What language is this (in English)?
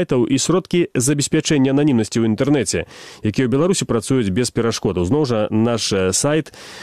Belarusian